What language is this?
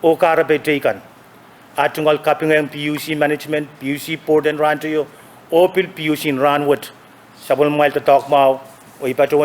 Pohnpeian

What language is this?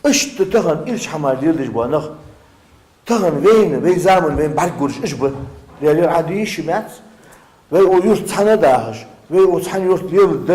Ingush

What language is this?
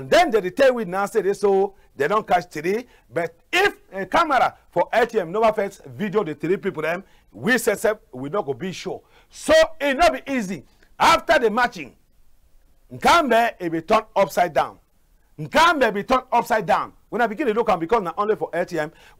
Cameroon Pidgin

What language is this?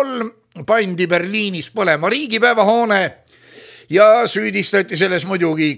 Estonian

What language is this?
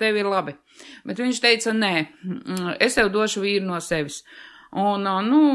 Latvian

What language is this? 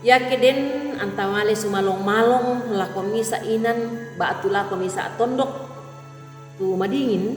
Toraja-Sa'dan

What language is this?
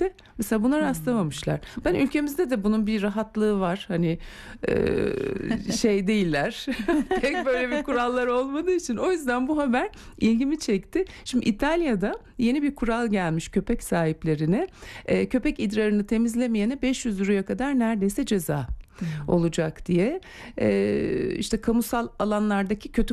Turkish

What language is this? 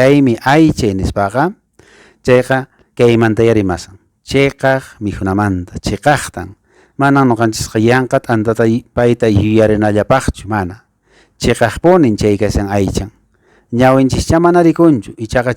Quechua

